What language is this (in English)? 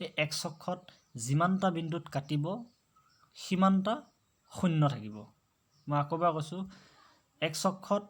Assamese